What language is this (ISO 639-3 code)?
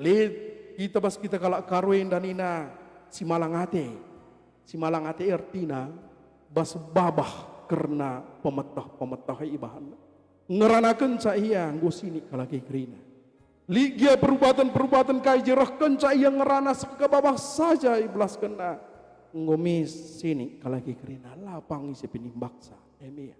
btx